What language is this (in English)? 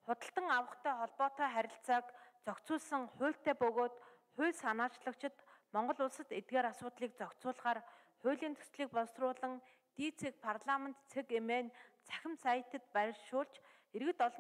Mongolian